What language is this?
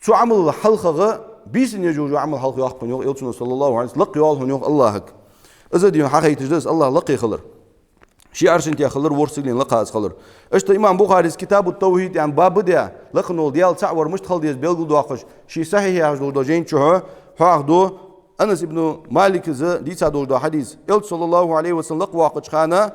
Ingush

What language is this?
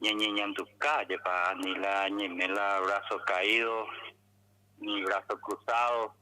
Guarani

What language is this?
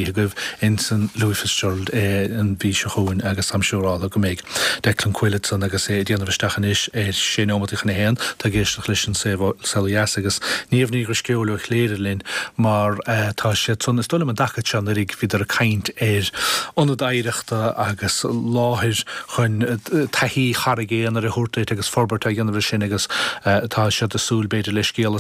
Irish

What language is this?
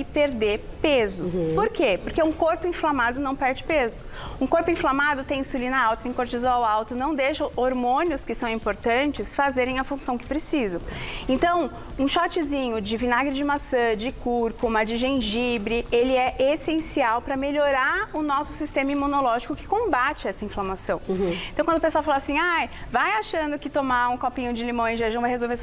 Portuguese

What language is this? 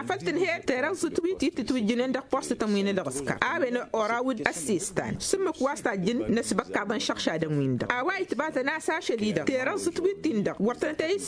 Tamasheq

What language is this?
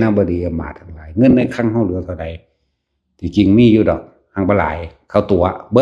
Lao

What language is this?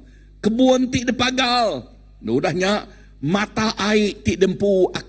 Iban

